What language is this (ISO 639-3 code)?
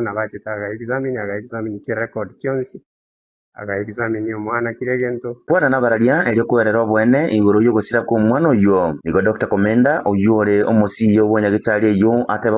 guz